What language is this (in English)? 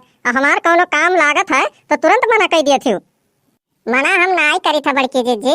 Awadhi